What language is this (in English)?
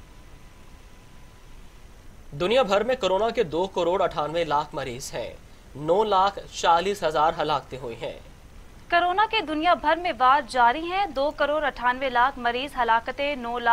Urdu